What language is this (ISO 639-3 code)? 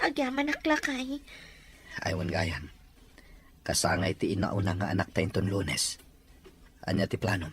ilo